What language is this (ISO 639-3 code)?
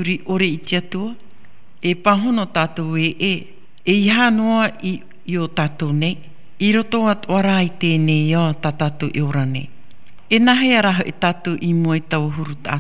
tah